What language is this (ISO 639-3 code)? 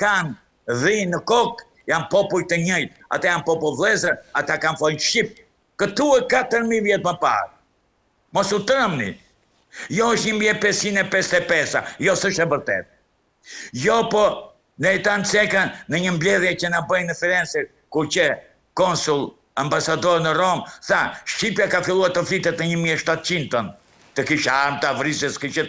sqi